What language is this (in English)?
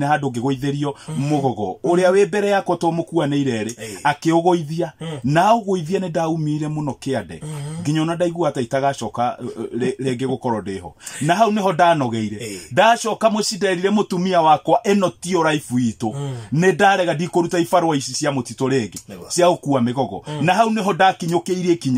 Kikuyu